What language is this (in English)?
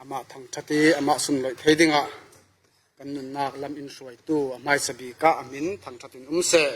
Falam Chin